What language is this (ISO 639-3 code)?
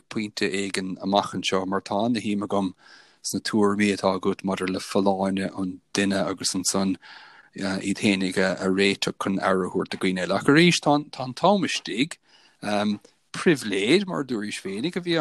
gle